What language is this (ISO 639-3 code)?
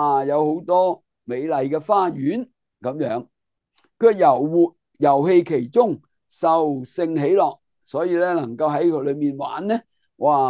yue